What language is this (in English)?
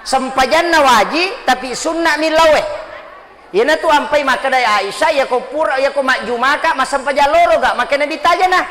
Buginese